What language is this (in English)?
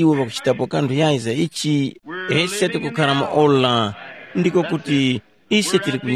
Tumbuka